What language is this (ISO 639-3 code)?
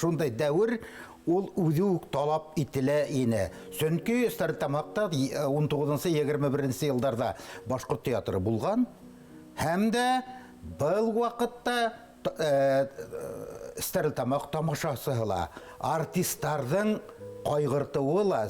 bak